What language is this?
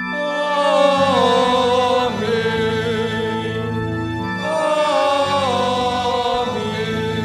Batak Karo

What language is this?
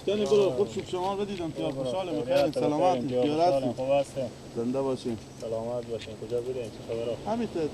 Persian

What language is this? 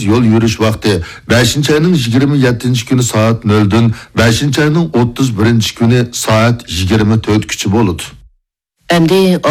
Uyghur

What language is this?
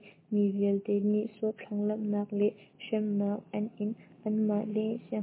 Hakha Chin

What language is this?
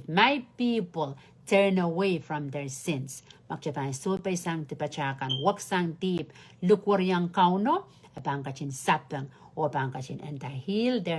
Pohnpeian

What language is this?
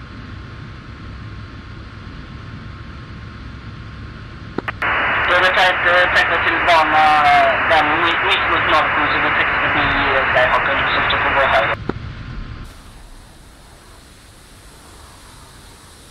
Swedish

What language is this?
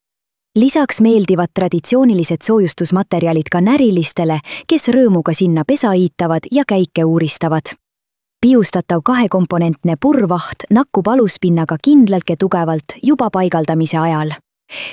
Estonian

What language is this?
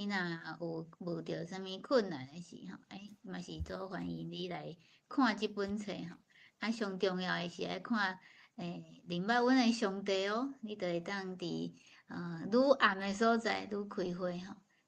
Min Nan Chinese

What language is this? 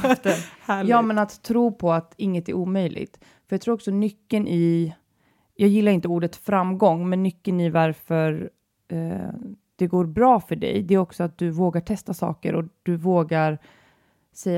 Swedish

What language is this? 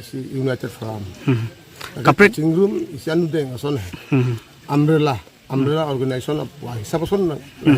Karbi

